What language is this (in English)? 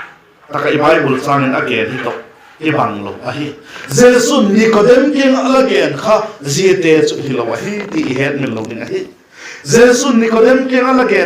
Vaiphei